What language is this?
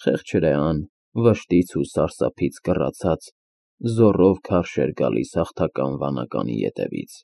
Armenian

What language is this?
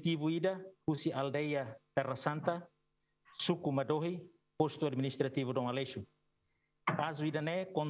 Tetum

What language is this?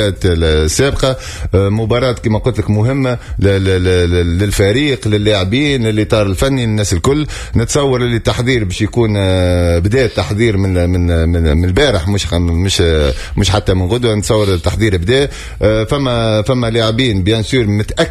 Tunisian Arabic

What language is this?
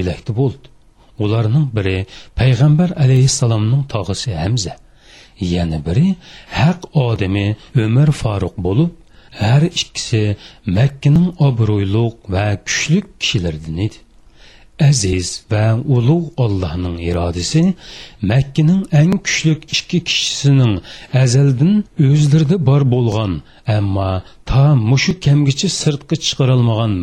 Uyghur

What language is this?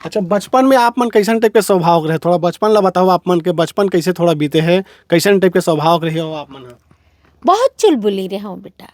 Chhattisgarhi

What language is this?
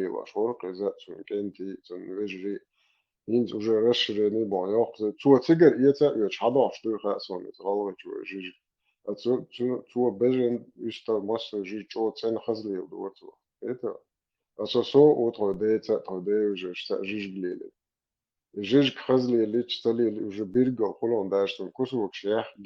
Chechen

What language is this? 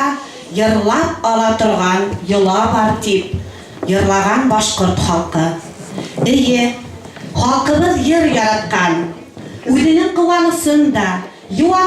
Bashkir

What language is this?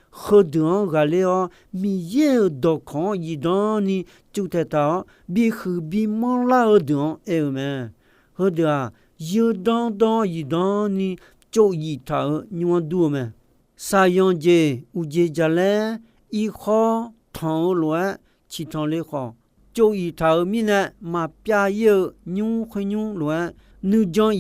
Akha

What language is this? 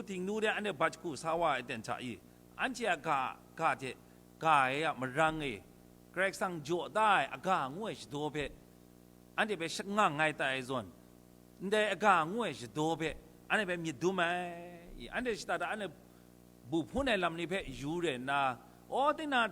Kachin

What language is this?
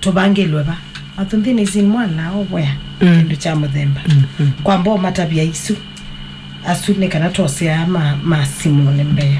Kamba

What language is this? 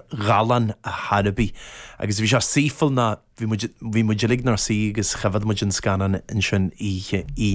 Irish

